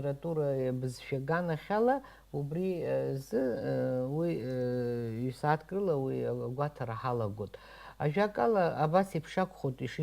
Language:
Abkhazian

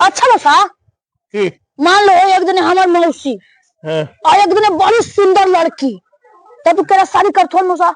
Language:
Magahi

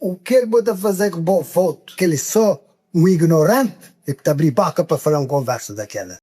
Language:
Kabuverdianu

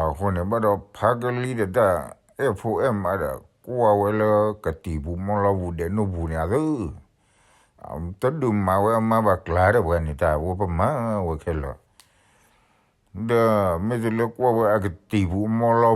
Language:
S'gaw Karen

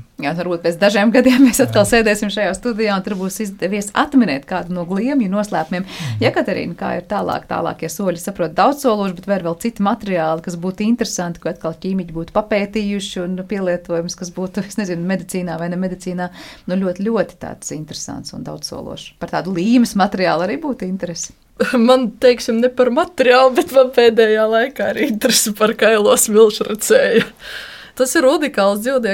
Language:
Latvian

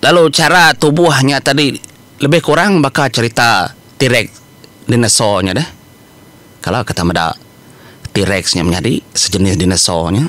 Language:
Iban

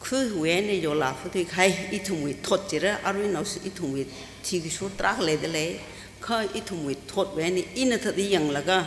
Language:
Tangkhul Naga (India)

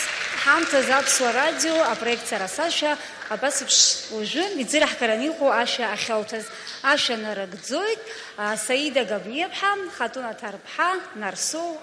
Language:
Abkhazian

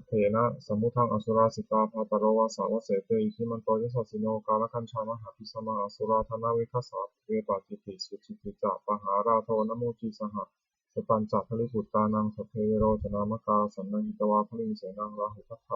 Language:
Pali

